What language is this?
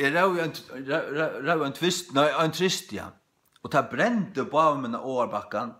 Faroese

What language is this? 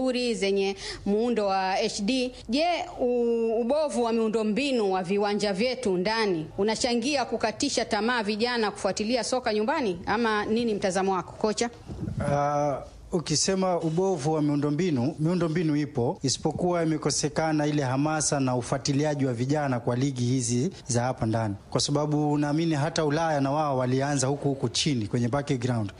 Swahili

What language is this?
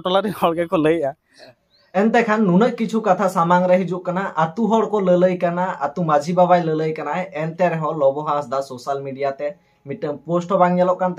Santali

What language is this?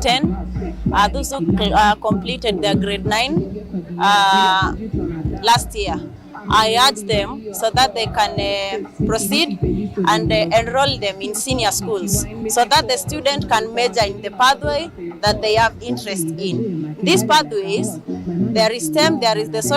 Kamba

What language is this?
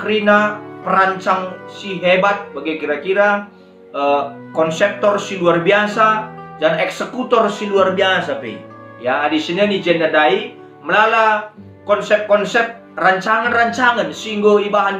Batak Karo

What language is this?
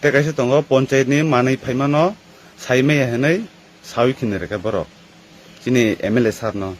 Kok Borok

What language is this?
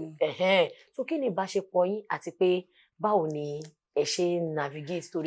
Yoruba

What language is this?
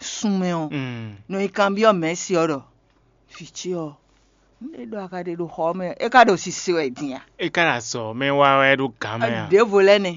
Fon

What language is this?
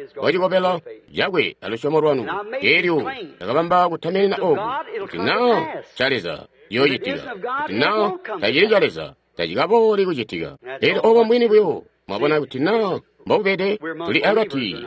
Tonga (Zambia)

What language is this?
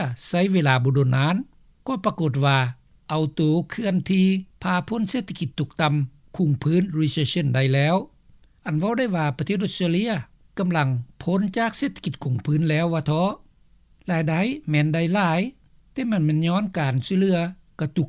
Lao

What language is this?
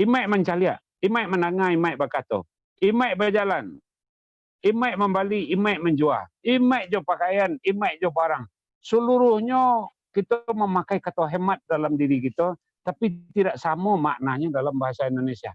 Minangkabau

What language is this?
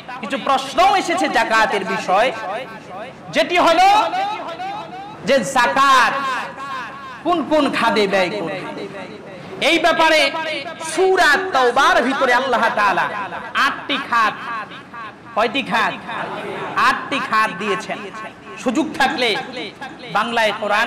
Bangla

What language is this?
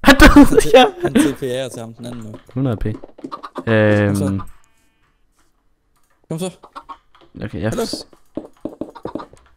Danish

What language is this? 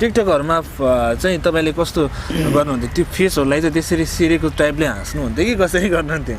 Nepali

